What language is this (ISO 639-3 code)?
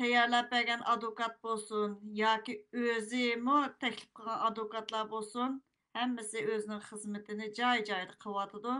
uig